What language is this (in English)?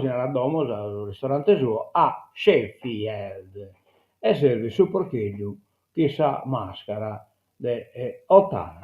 Sardinian